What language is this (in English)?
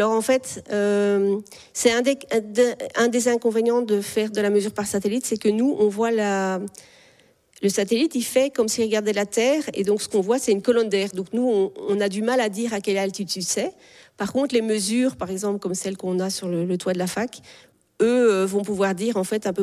French